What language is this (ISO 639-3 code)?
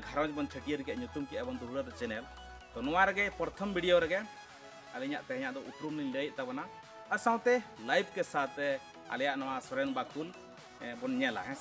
sat